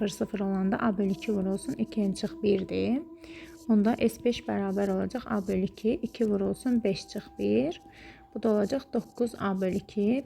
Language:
Azerbaijani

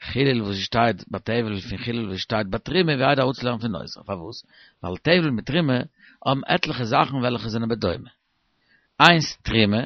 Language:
Yiddish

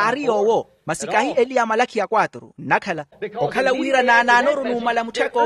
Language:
Makhuwa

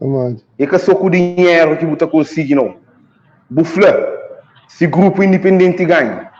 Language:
Kabuverdianu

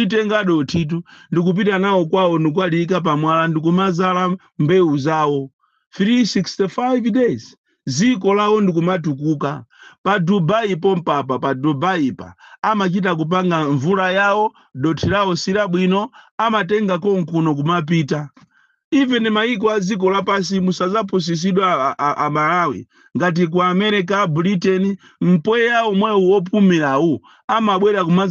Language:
Nyanja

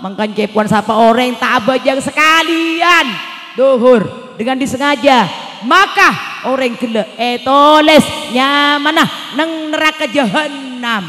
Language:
Madurese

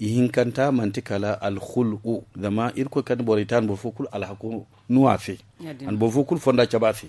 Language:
Zarma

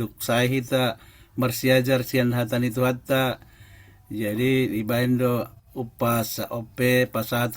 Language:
Batak Toba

